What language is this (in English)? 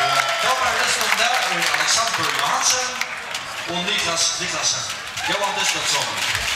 Faroese